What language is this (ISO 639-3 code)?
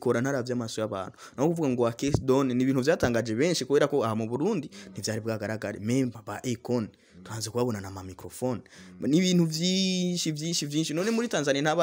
run